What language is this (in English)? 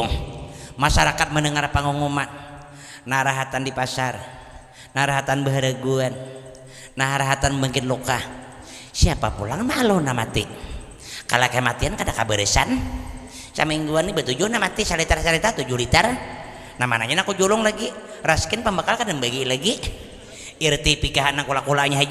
Banjar